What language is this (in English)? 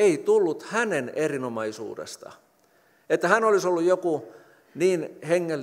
Finnish